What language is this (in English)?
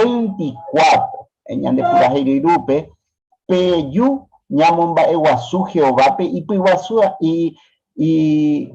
Guarani